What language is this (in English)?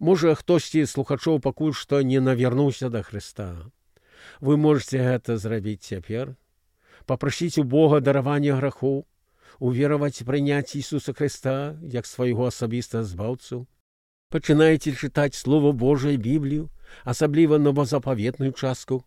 Belarusian